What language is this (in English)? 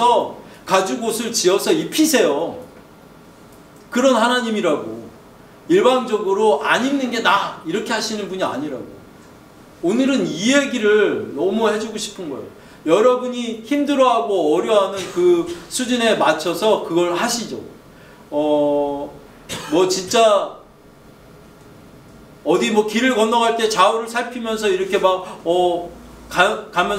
Korean